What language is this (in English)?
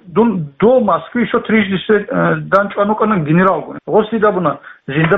Avaric